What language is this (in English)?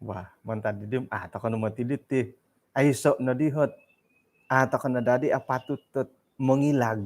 Central Dusun